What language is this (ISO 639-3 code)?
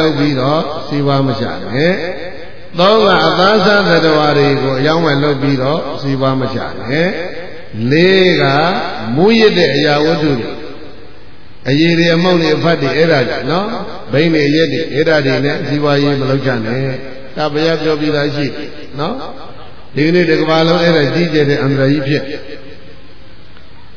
mya